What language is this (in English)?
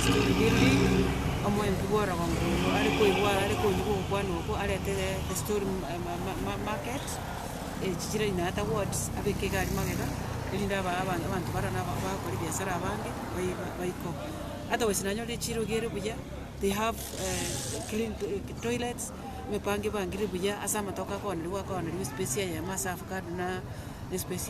Gusii